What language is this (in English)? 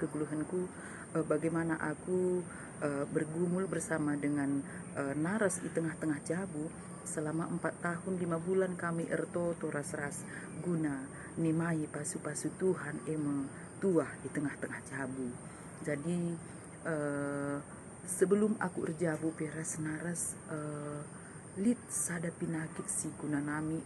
Batak Karo